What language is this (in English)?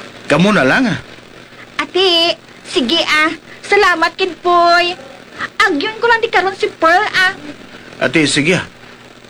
Hiligaynon